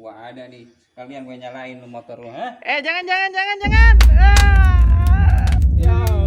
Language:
Betawi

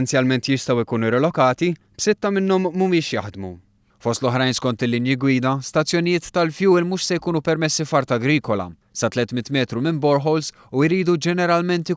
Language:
Maltese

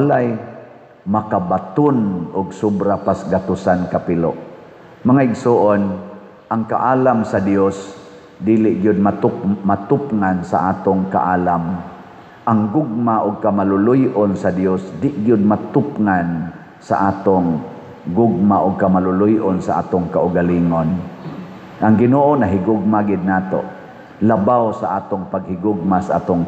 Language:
Cebuano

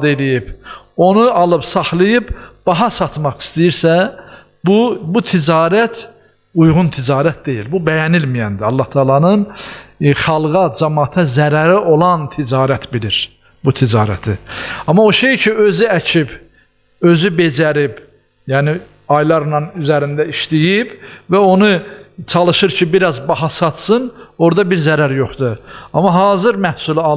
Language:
Azerbaijani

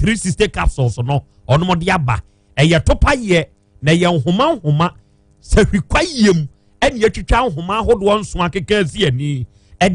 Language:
Akan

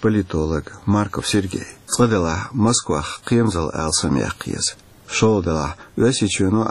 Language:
Chechen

